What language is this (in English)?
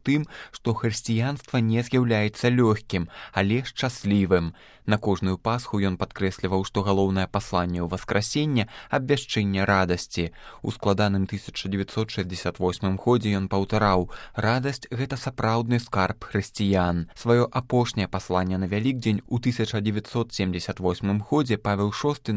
Belarusian